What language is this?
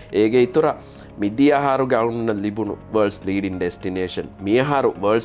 Divehi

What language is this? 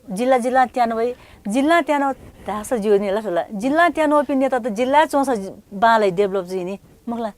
Newari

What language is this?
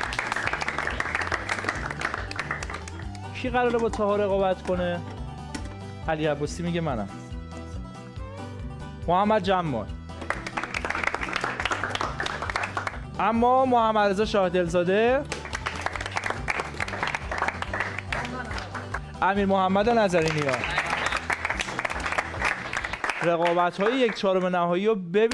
Persian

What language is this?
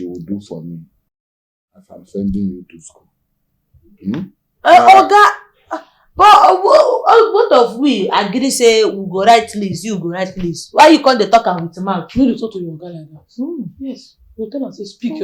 Nigerian Pidgin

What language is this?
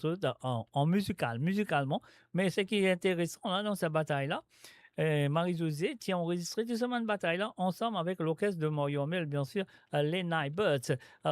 Morisyen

